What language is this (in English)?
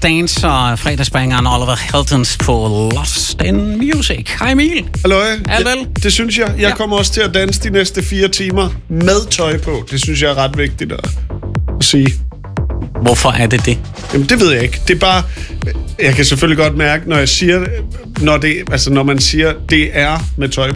Danish